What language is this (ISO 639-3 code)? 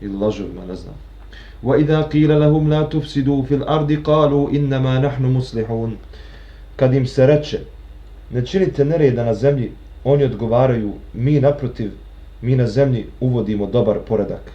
bos